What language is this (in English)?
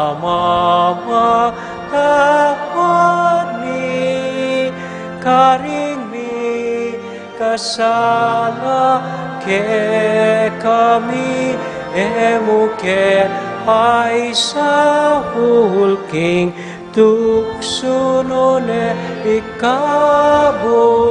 Pampanga